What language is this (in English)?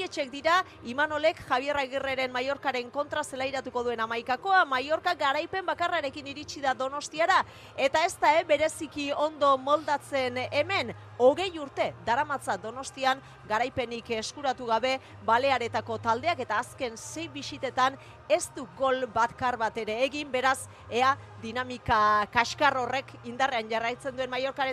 Basque